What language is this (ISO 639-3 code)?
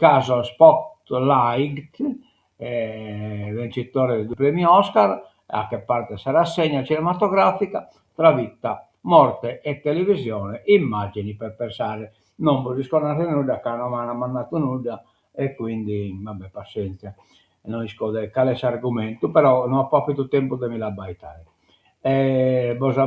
srd